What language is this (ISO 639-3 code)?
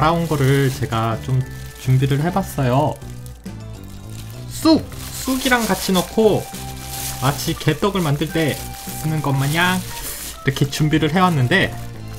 kor